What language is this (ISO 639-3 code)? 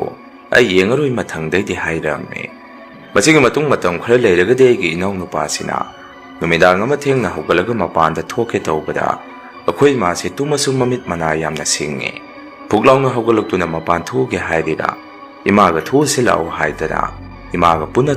mni